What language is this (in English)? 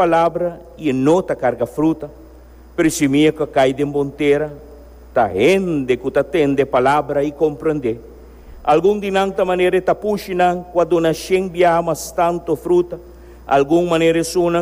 Papiamento